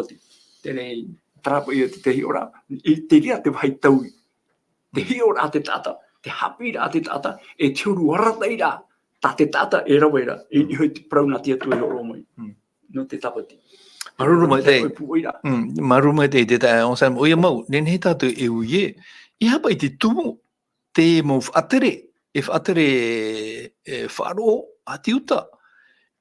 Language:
Tahitian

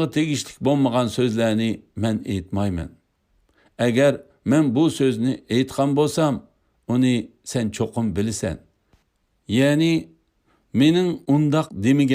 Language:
Uyghur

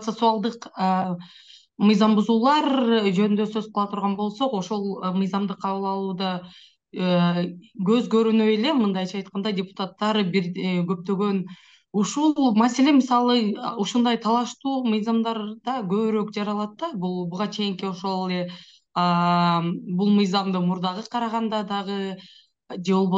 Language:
Kyrgyz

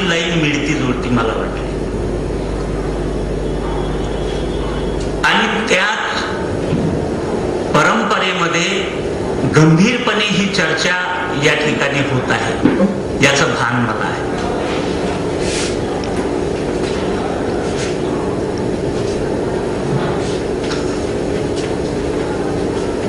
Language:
Marathi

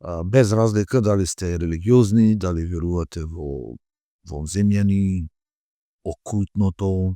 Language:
Macedonian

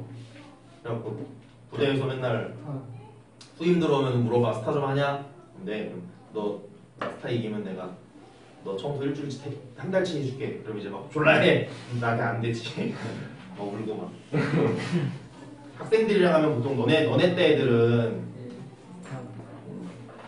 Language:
Korean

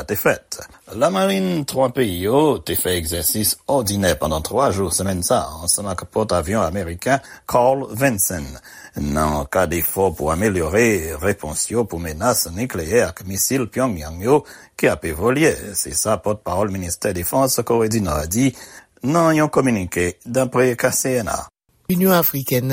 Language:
Haitian Creole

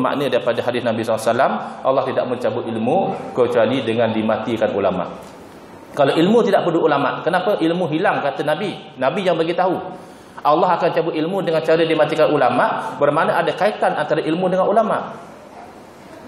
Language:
Malay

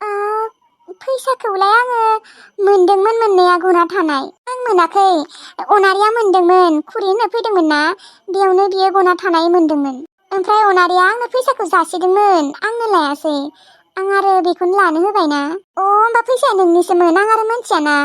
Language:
Bodo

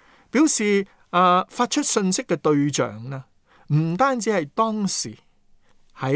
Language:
Cantonese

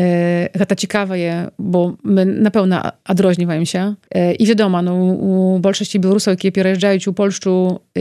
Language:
Belarusian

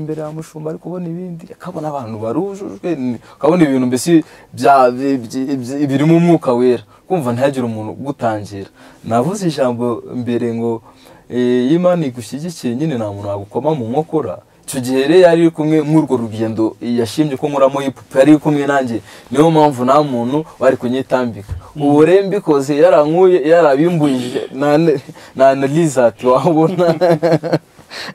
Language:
Kinyarwanda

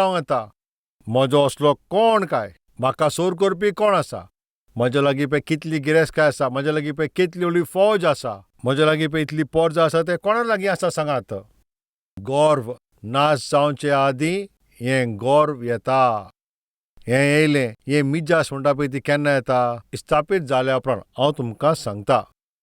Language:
Konkani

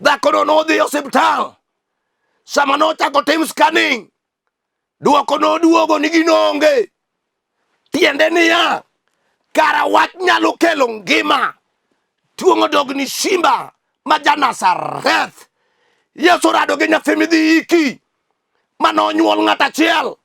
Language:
Luo (Kenya and Tanzania)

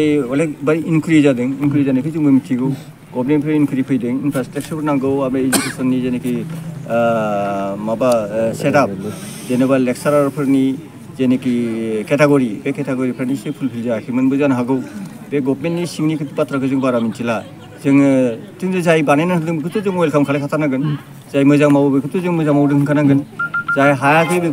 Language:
Bodo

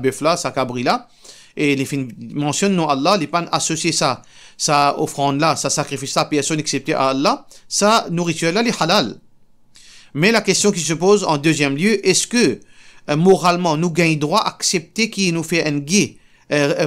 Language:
Morisyen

